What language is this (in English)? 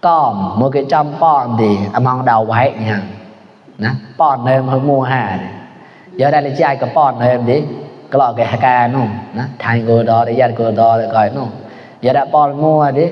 Mon